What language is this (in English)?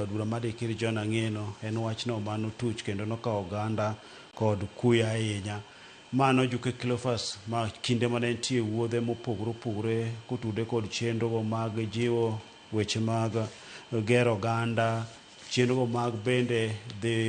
Luo (Kenya and Tanzania)